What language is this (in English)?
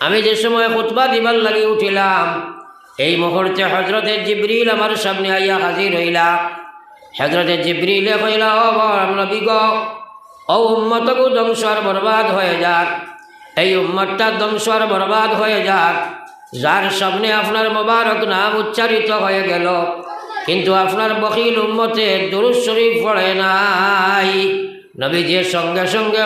Sylheti